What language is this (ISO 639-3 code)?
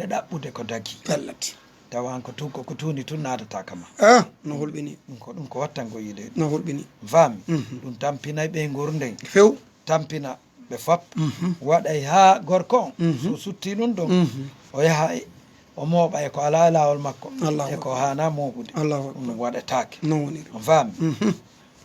ful